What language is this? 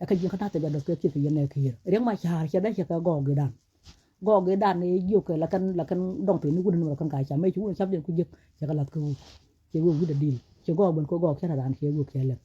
Nuer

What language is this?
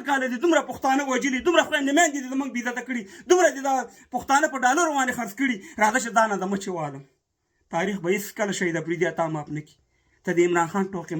Pashto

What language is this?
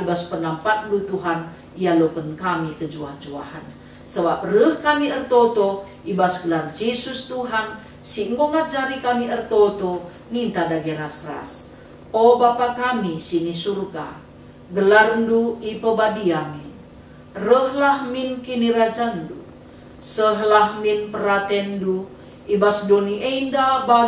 Batak Karo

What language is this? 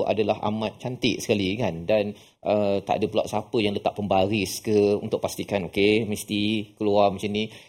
Malay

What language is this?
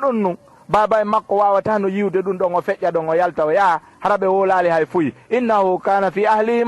Fula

